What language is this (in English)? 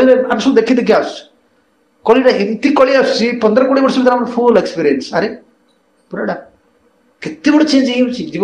Odia